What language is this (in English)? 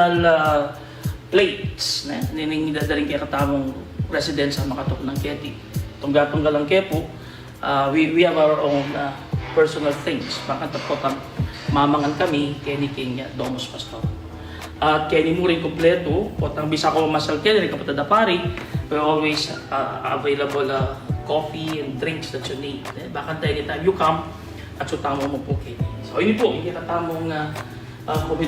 Pampanga